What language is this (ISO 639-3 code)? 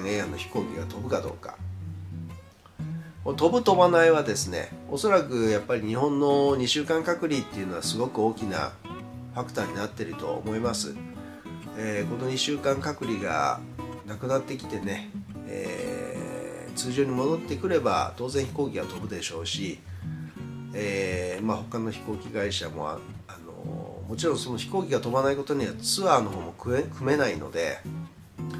jpn